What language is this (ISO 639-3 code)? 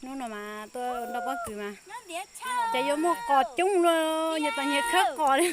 hmn